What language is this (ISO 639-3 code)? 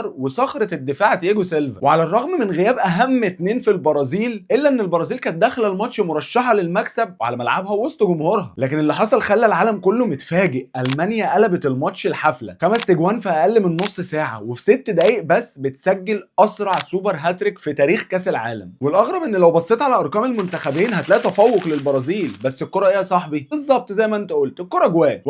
arz